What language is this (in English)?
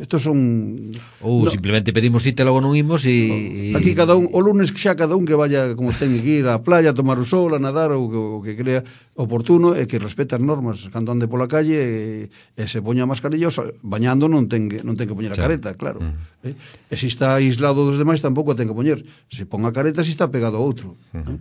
Galician